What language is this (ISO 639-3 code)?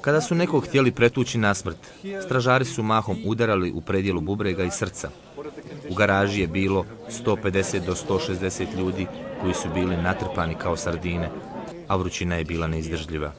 bos